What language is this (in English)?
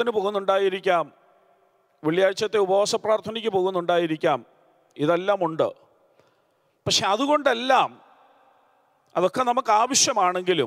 Malayalam